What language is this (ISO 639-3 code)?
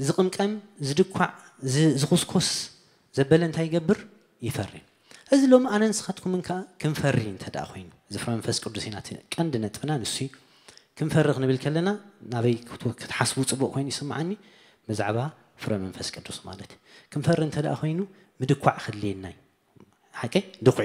tir